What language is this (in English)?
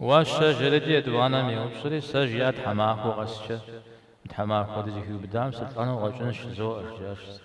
Kabardian